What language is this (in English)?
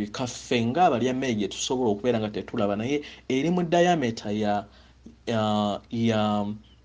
Ganda